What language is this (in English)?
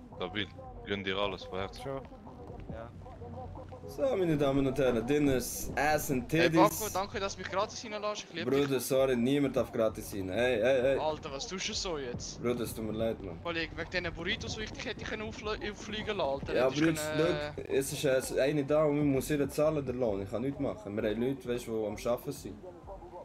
Swiss German